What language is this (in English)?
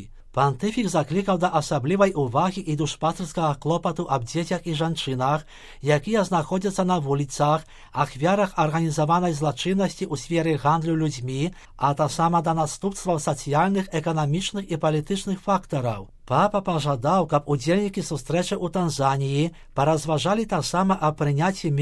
Belarusian